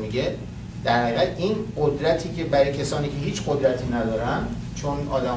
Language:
Persian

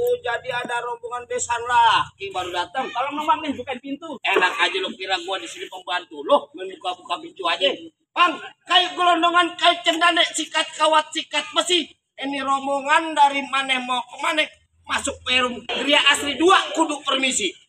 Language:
Betawi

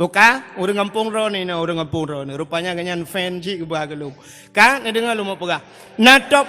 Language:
Achinese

